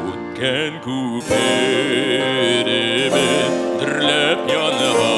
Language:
Bashkir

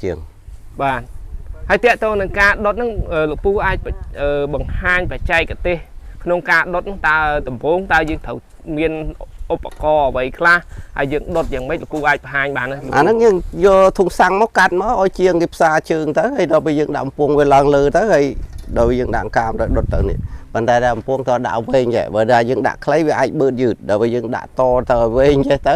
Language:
Khmer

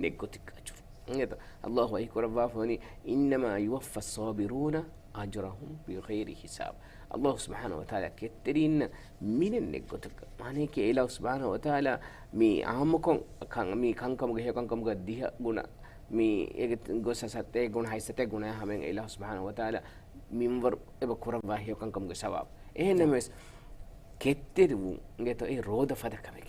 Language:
Divehi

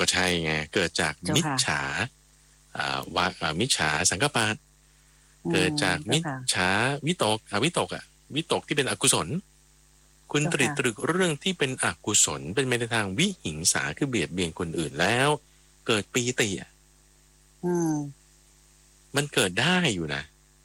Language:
Thai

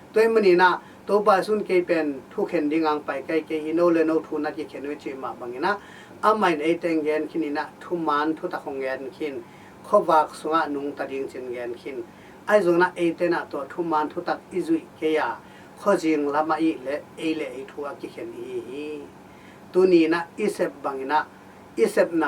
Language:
Tedim Chin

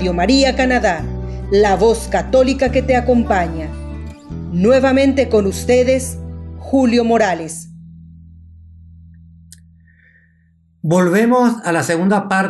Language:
Spanish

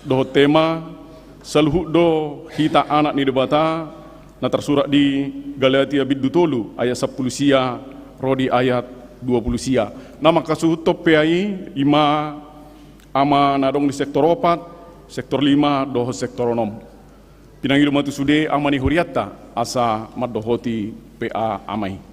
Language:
Batak Toba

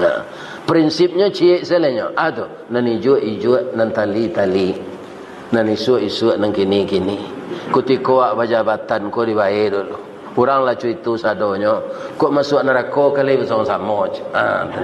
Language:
Minangkabau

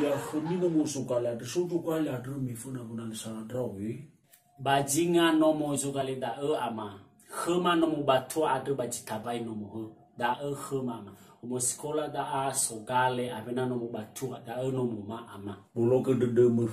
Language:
Nias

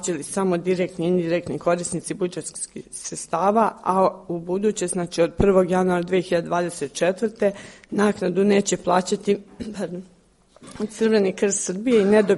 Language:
Serbian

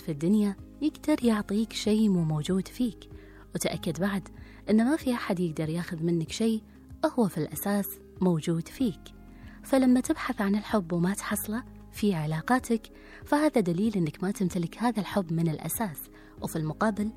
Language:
Gulf Arabic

